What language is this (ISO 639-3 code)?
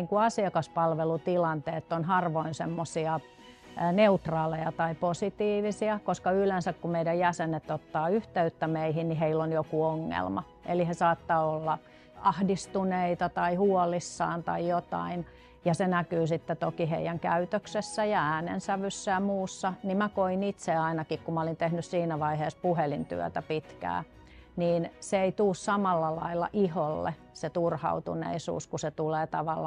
fin